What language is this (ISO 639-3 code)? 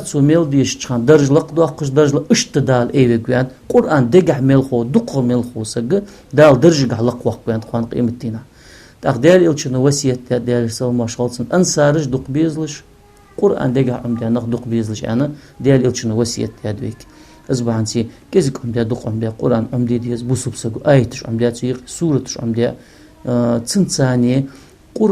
inh